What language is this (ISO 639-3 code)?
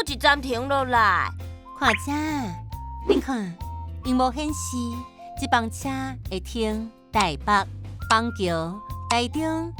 nan